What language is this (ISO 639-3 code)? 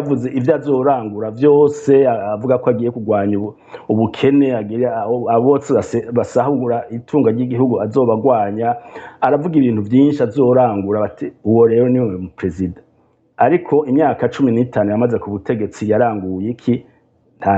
run